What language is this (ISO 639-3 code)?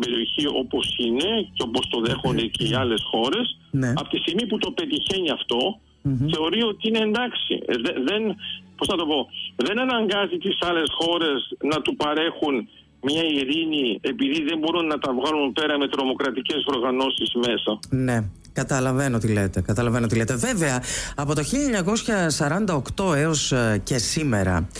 ell